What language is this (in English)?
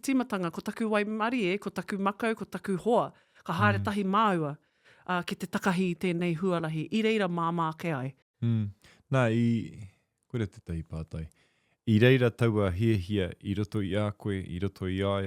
Māori